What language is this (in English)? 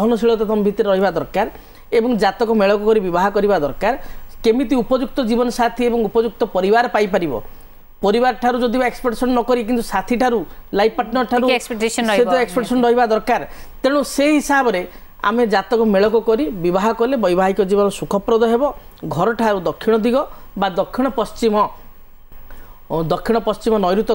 Odia